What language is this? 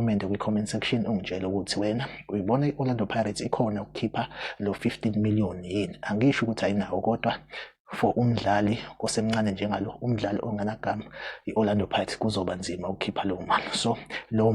Zulu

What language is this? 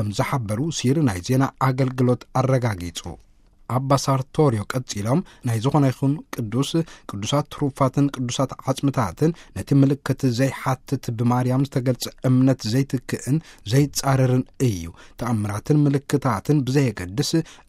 Tigrinya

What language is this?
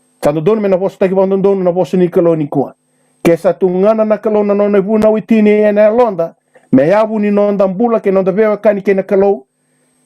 Fijian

